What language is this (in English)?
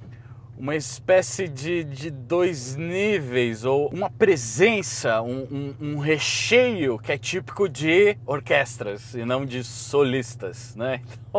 Portuguese